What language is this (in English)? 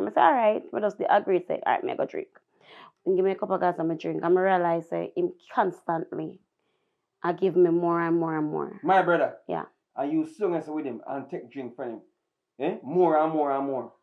Jamaican Creole English